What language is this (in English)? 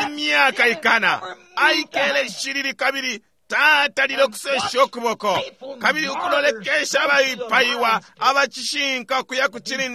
Bemba